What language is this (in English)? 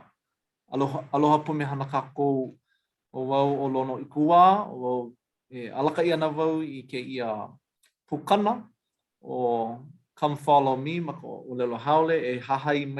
Hawaiian